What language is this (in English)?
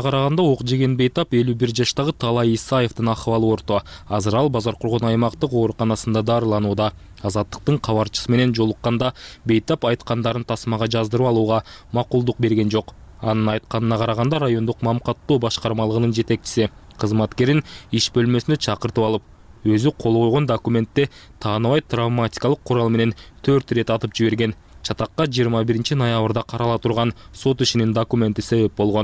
Kyrgyz